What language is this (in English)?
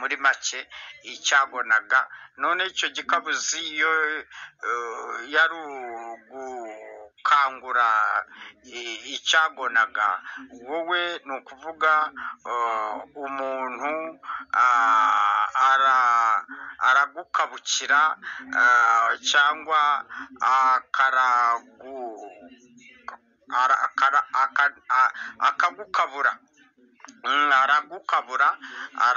Kinyarwanda